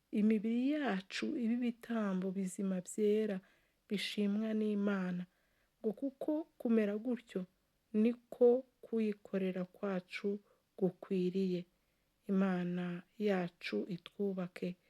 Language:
Kinyarwanda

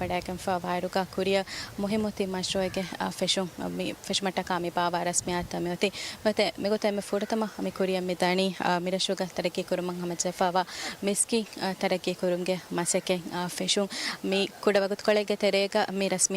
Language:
Divehi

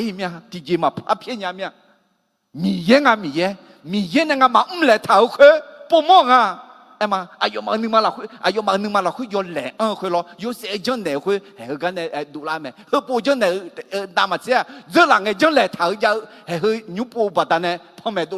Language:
Akha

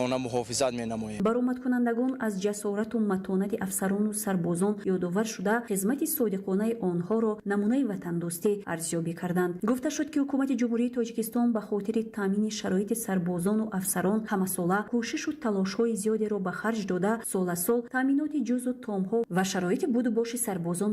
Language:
Tajik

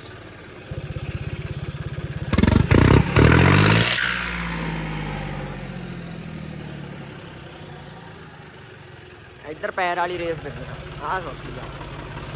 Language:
Punjabi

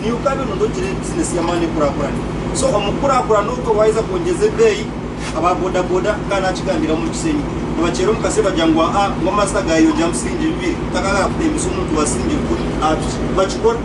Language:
Nyankole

